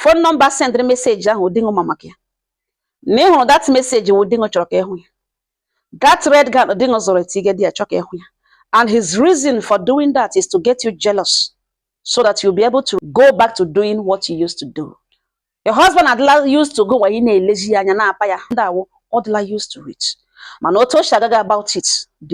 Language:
Igbo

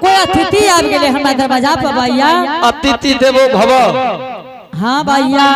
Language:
Angika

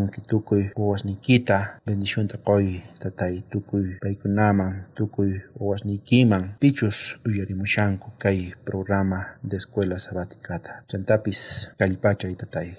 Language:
South Bolivian Quechua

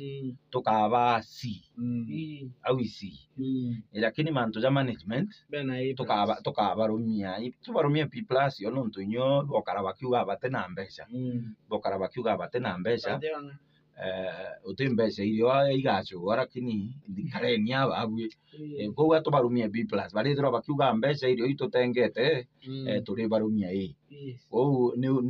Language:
Meru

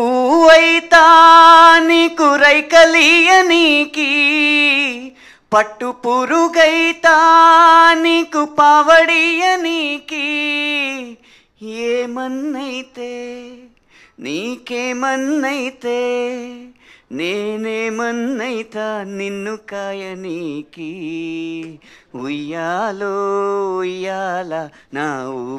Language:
Telugu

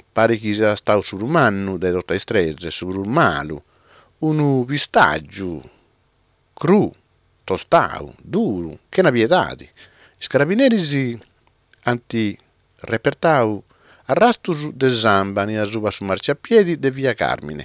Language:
Sardinian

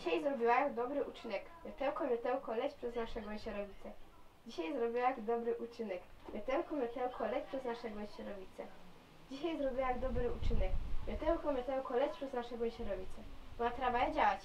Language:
Silesian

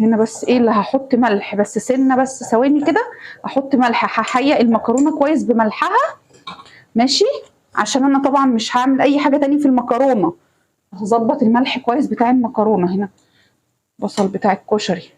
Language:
Egyptian Arabic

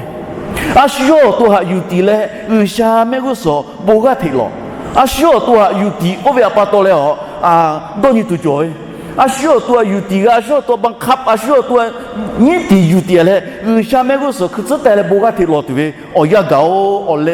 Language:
Lahu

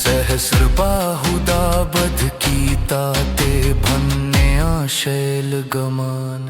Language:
Dogri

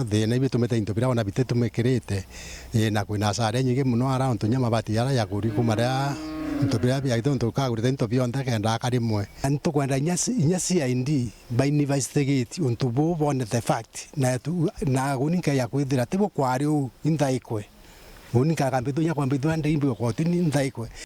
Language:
Meru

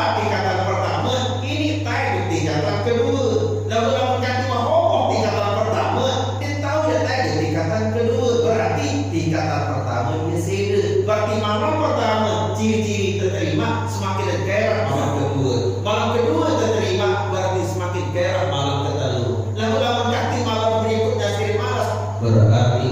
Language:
Sasak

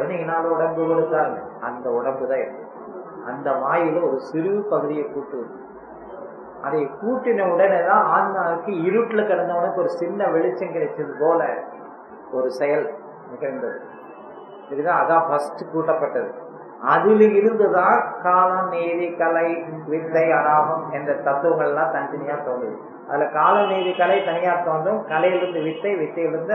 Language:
Tamil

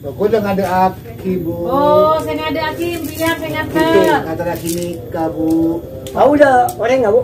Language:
Madurese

